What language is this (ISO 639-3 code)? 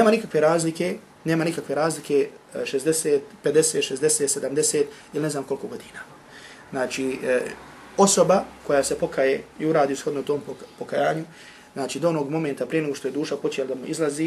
bos